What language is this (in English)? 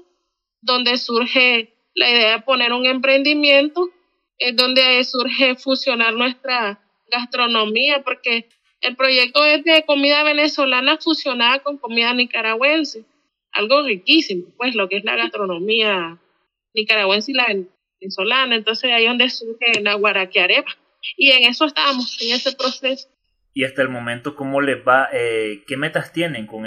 Spanish